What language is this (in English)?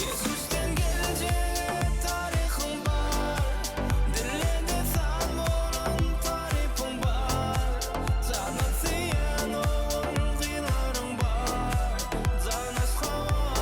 Turkmen